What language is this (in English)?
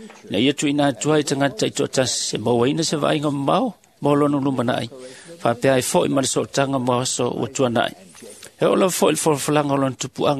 Samoan